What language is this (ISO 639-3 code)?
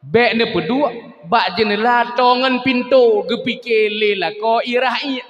ace